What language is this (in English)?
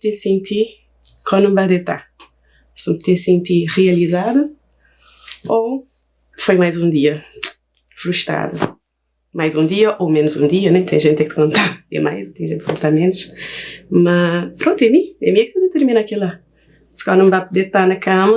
Kabuverdianu